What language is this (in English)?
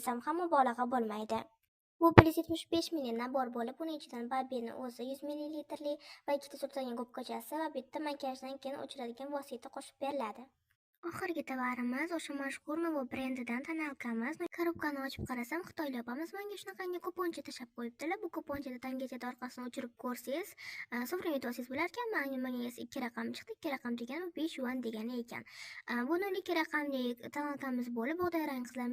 Uzbek